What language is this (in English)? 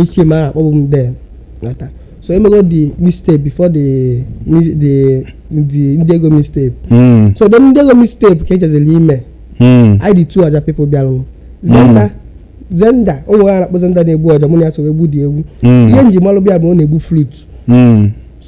Igbo